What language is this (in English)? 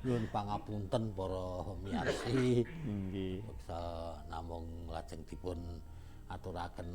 Javanese